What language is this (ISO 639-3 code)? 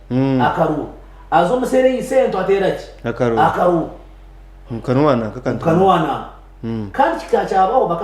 nyn